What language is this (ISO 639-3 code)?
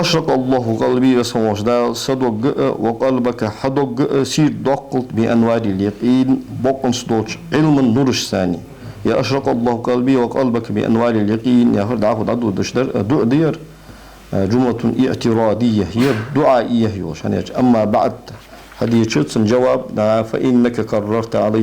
inh